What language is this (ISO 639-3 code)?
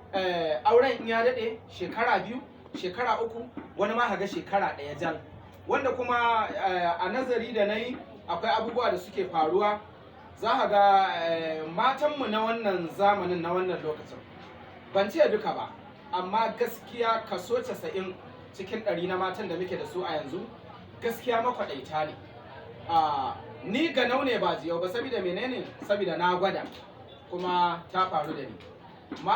hau